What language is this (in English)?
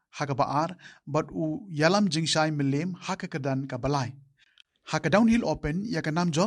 Khasi